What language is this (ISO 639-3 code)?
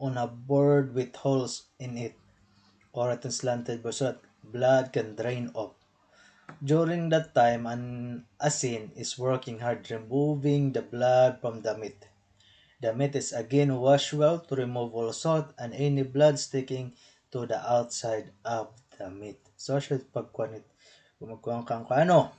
war